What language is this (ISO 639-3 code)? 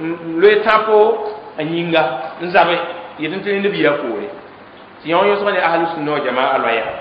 mos